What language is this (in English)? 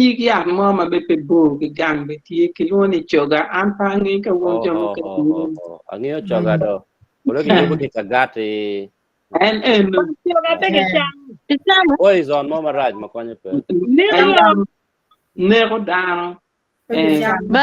Acoli